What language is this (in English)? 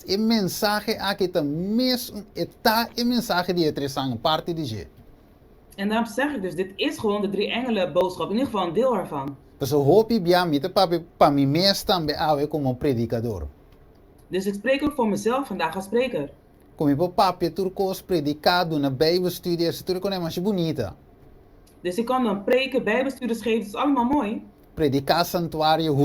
Papiamento